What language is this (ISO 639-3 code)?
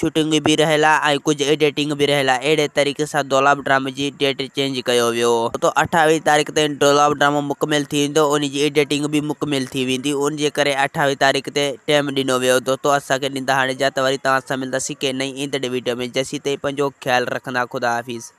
snd